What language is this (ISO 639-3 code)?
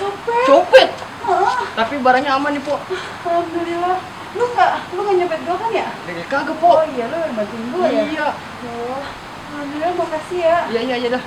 bew